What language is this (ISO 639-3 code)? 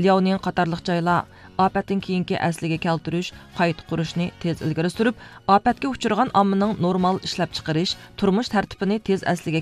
uig